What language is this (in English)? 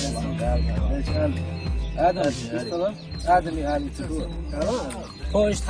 Chechen